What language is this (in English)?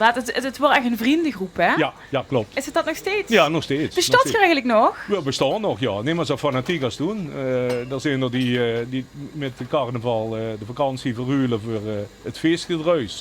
Limburgish